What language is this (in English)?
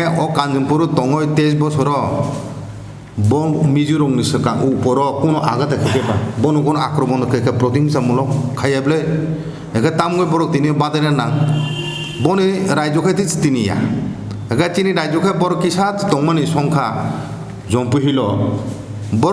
Kok Borok